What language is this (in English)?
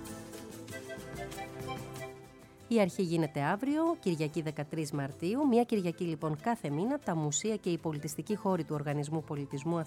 Greek